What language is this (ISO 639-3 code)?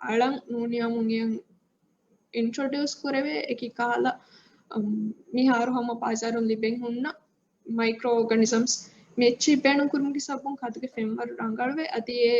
div